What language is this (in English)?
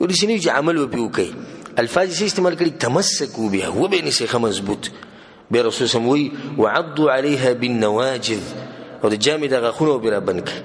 Pashto